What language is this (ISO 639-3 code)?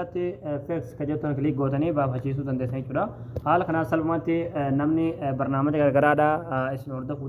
orm